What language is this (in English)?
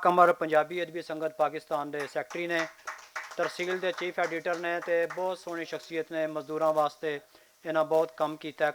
Western Panjabi